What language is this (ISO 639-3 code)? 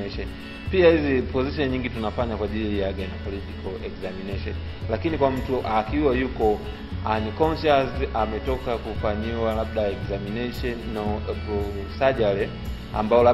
swa